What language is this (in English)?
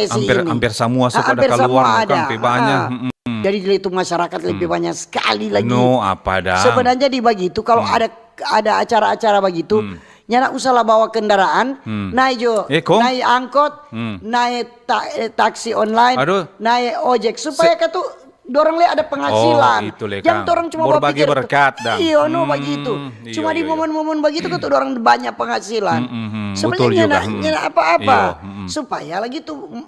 Manado Malay